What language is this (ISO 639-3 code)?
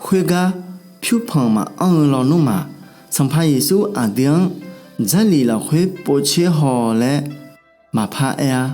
ahk